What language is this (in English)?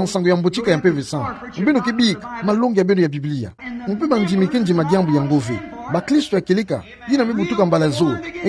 Kituba (Democratic Republic of Congo)